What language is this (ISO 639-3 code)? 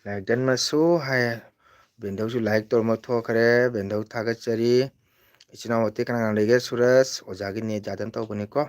mni